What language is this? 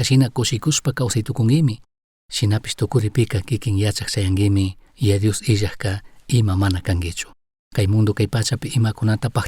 Chimborazo Highland Quichua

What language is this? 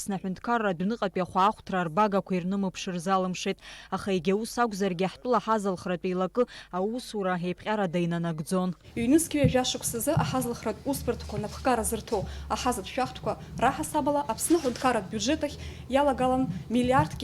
Abkhazian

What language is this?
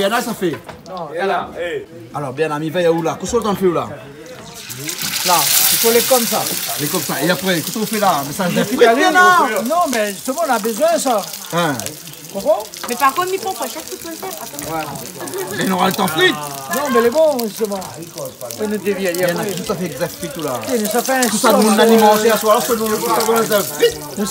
Réunion Creole French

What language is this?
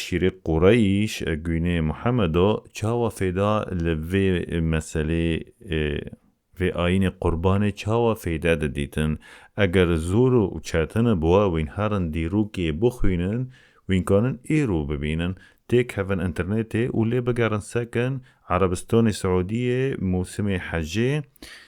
Kurdish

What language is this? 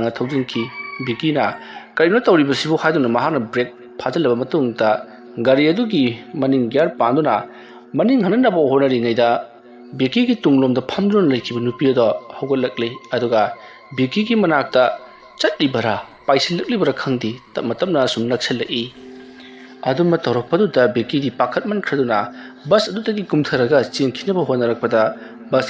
Manipuri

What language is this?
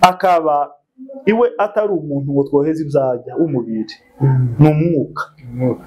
Kinyarwanda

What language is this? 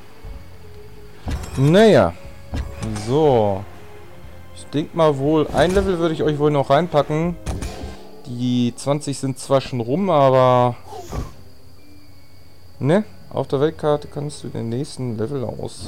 German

